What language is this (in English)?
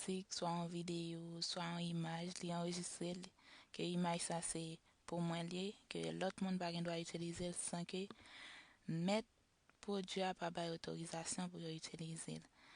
Haitian Creole